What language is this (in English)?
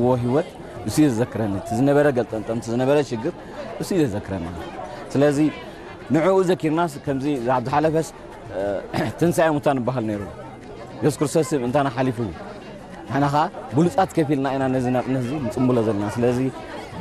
Tigrinya